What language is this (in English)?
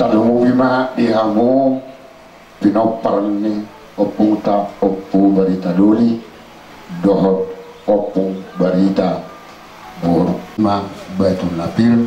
Batak Toba